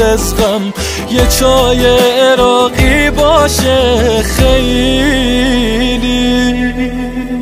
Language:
Persian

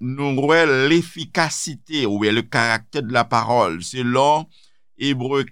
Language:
Haitian Creole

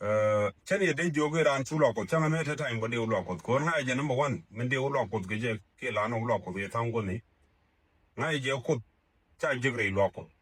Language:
Nuer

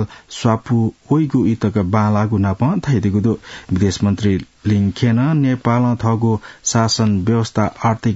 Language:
Newari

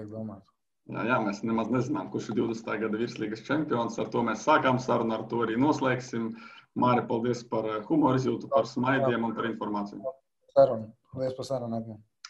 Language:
Latvian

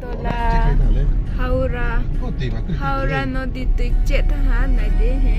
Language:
Riang (India)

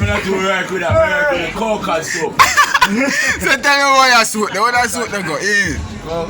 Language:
Jamaican Creole English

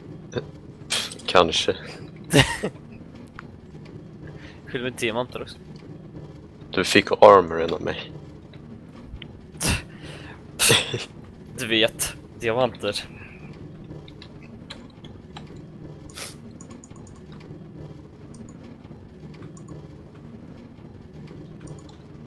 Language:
Swedish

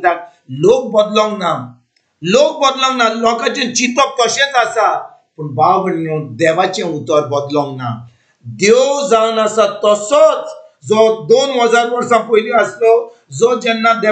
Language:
Konkani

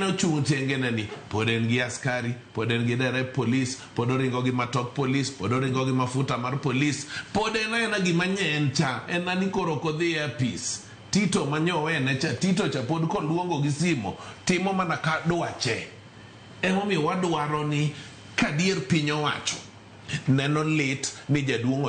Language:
Luo (Kenya and Tanzania)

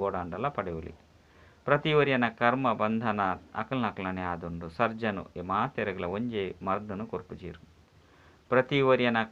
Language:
Tulu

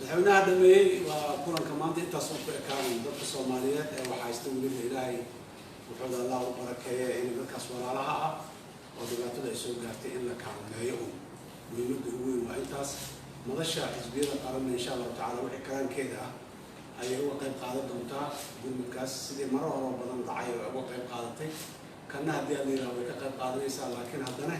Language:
Somali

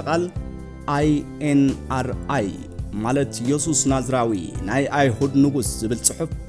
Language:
Tigrinya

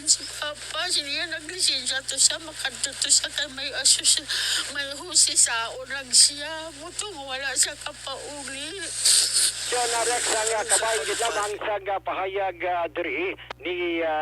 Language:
Hiligaynon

